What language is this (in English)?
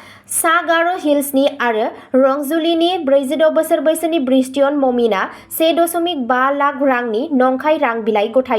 Bodo